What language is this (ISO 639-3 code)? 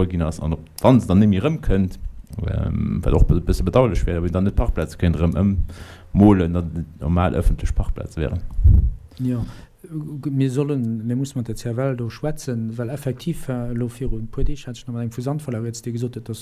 ltz